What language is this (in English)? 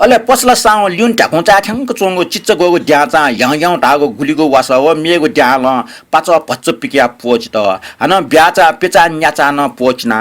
Newari